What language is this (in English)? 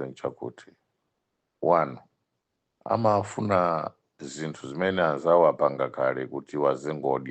Nyanja